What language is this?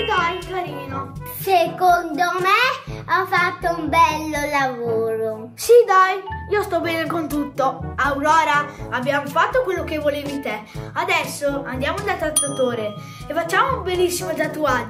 Italian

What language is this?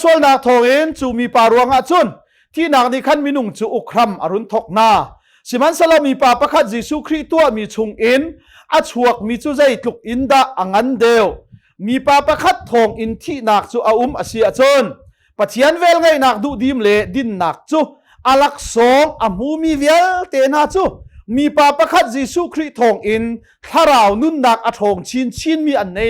Hakha Chin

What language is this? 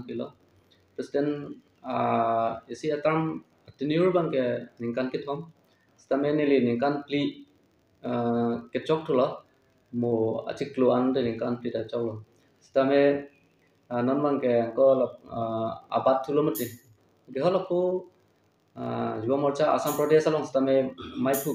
Karbi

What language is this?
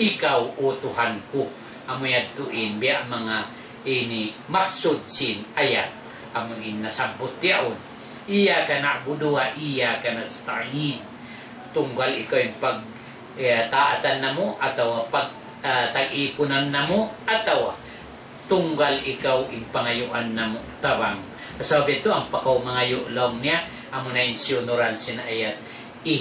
Tausug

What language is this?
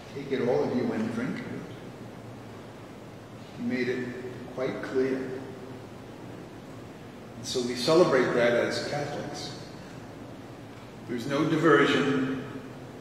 English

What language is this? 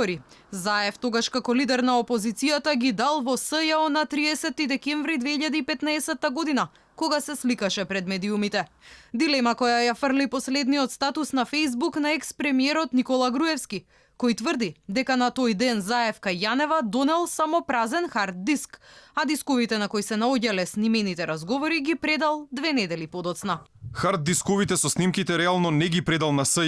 Macedonian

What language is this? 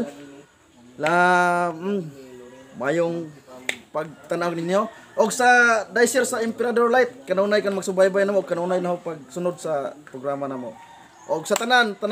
Cebuano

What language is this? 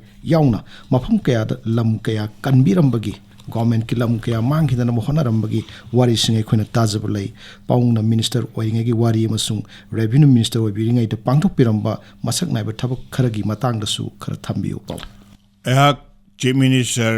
Manipuri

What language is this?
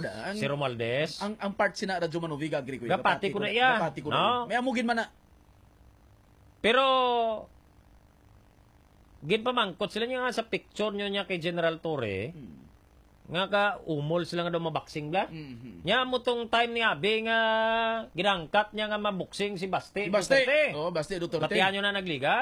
Hiligaynon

